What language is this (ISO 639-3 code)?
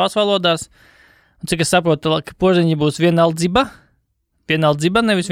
lav